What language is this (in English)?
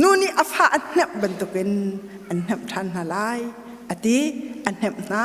Hakha Chin